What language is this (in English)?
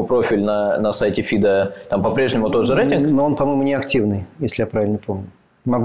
Russian